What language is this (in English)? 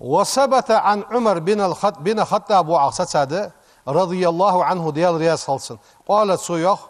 Ingush